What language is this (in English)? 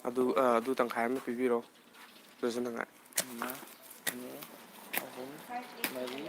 Manipuri